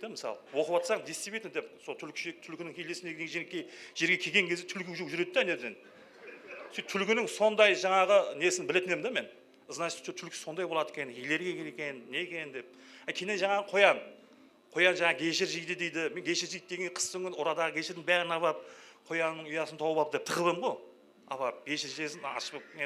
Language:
Kara-Kalpak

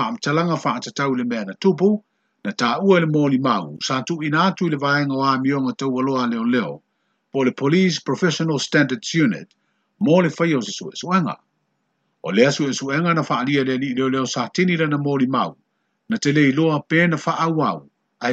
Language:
Samoan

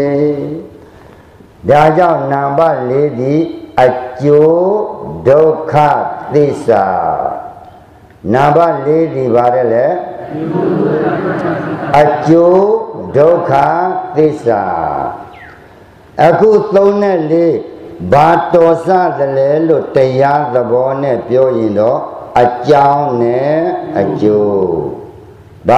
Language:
Burmese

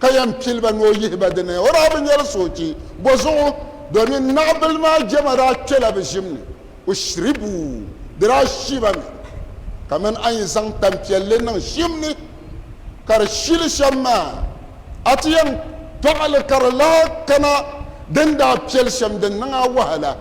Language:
Dagbani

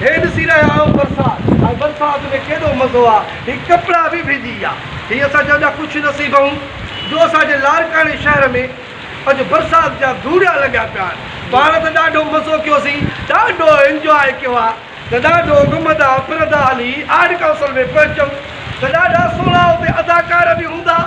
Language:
Sindhi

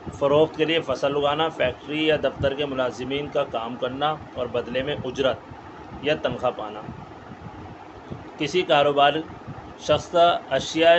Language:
Urdu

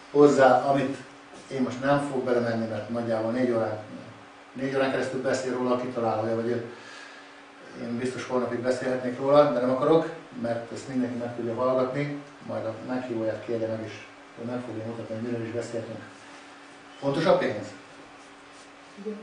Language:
Hungarian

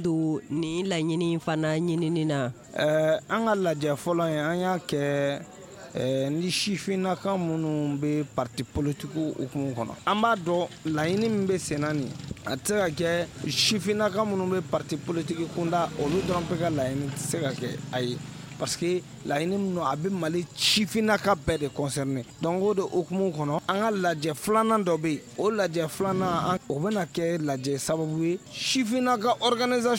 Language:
Bambara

